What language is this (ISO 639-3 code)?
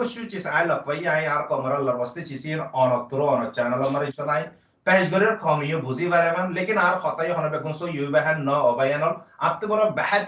rhg